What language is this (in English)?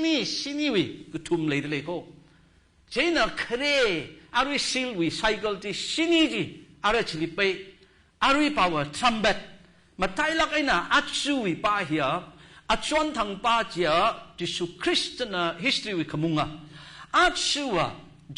Tangkhul Naga (India)